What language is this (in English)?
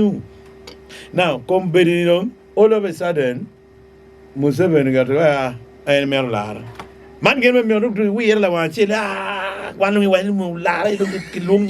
Acoli